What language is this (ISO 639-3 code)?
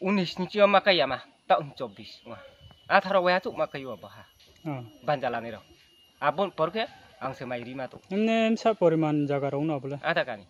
ria